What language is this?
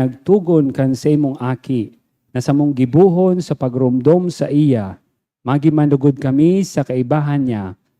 Bikol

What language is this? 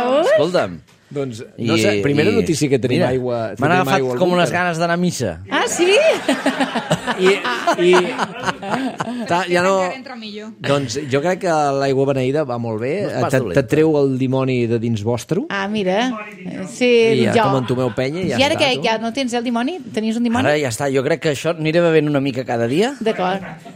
Catalan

